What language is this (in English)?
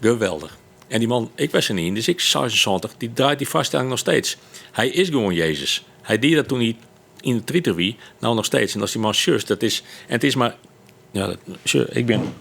Western Frisian